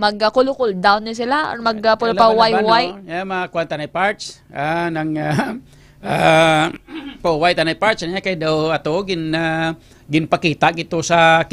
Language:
Hiligaynon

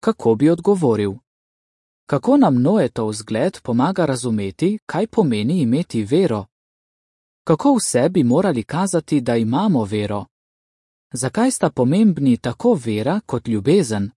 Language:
Slovenian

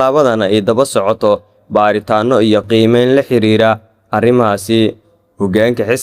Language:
Somali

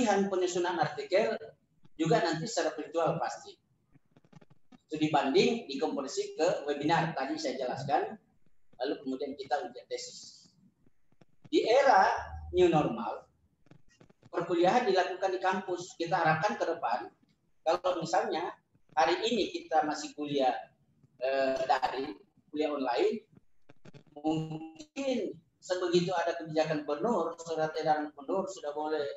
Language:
Indonesian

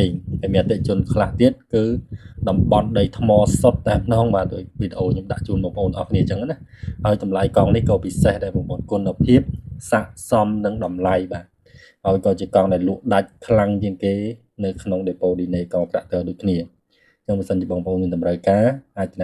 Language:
Khmer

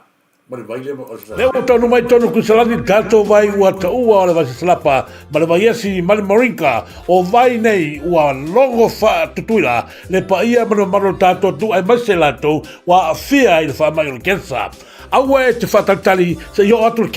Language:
Samoan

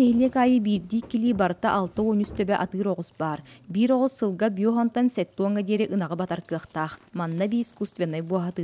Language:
Yakut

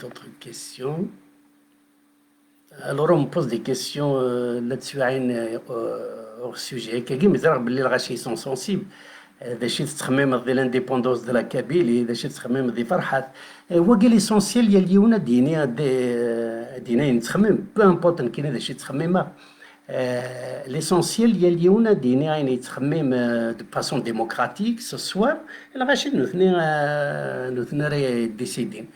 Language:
Kabyle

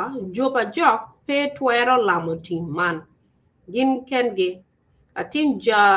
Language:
Acoli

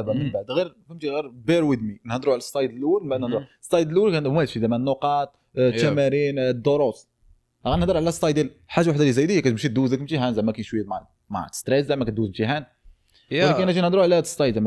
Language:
Moroccan Arabic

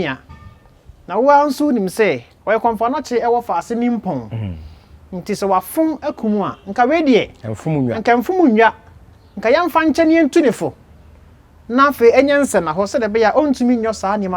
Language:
Akan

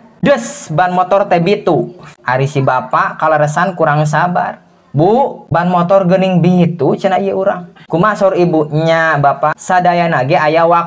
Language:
Sundanese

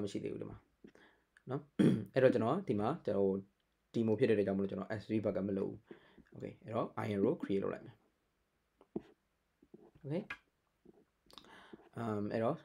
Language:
Burmese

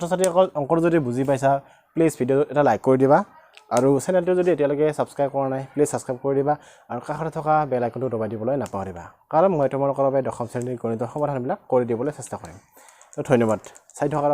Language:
Assamese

